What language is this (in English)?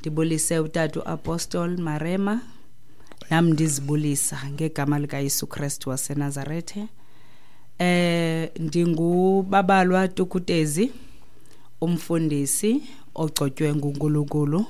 Xhosa